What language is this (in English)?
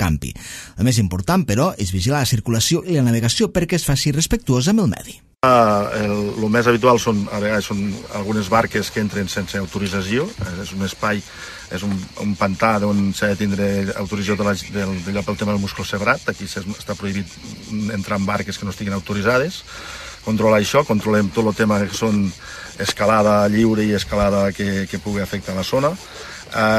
Catalan